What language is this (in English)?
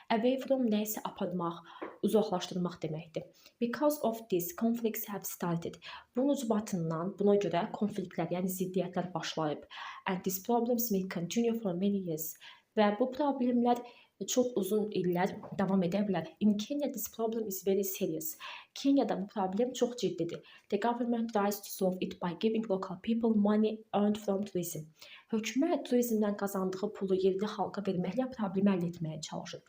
Azerbaijani